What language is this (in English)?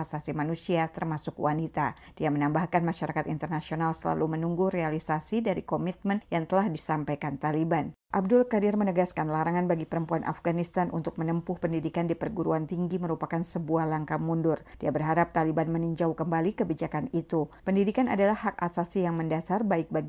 Indonesian